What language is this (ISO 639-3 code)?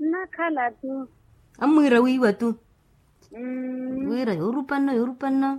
vmw